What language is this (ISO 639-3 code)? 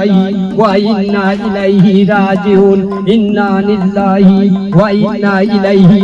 syl